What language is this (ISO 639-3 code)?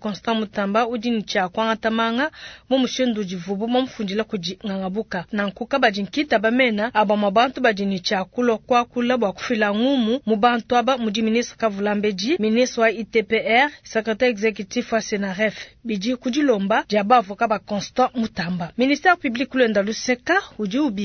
lua